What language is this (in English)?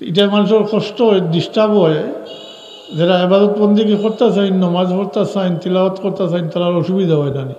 Sylheti